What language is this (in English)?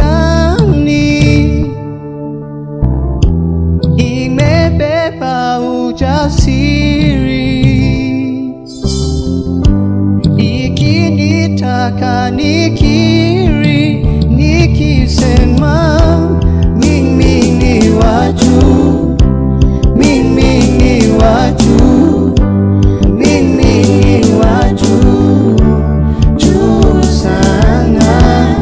Swahili